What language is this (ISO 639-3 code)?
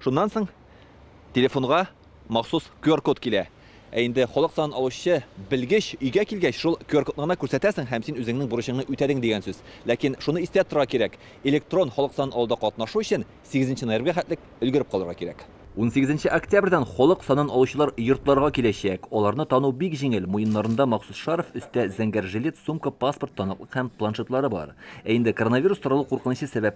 tat